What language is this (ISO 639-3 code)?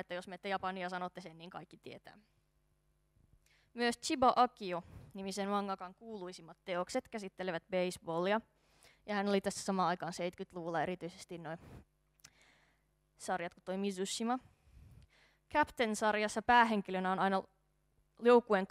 fin